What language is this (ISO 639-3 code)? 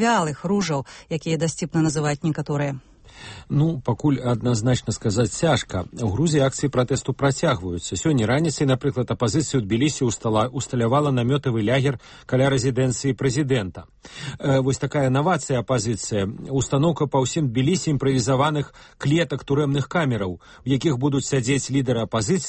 bel